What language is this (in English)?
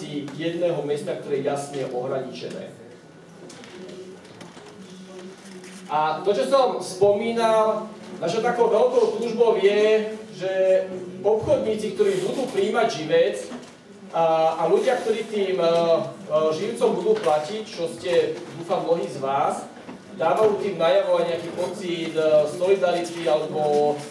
Slovak